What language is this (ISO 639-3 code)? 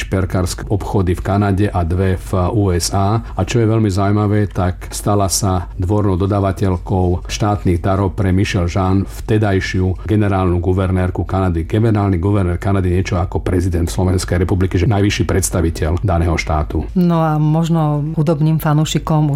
slk